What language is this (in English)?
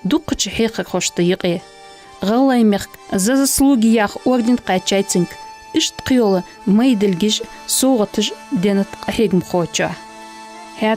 Ingush